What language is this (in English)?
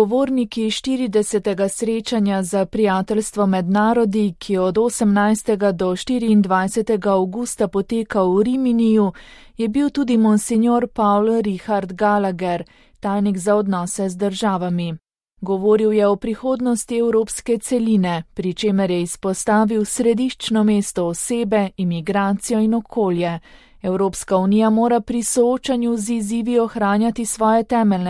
Slovenian